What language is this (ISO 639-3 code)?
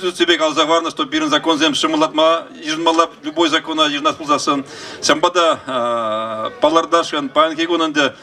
chv